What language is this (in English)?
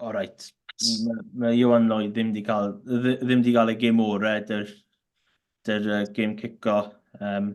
Welsh